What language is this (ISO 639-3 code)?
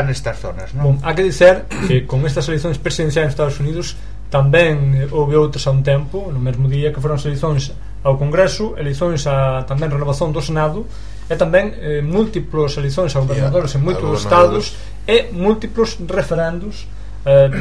glg